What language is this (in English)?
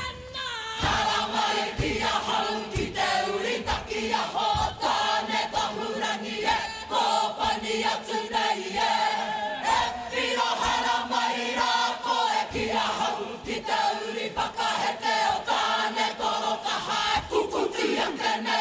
Māori